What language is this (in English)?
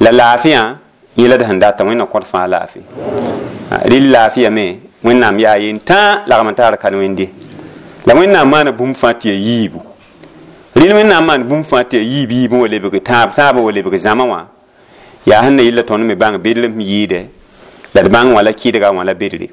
Mossi